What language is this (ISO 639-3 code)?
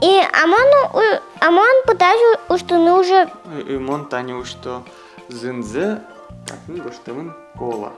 udm